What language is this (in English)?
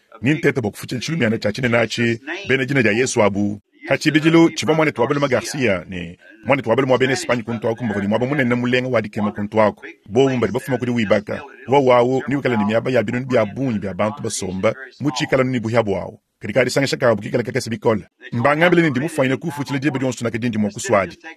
Luba-Lulua